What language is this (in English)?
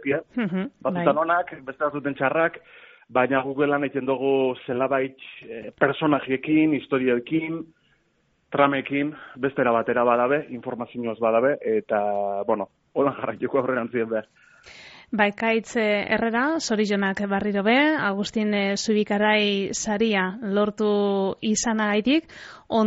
Basque